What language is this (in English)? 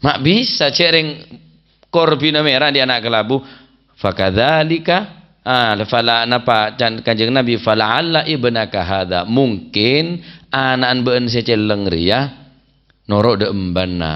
Madurese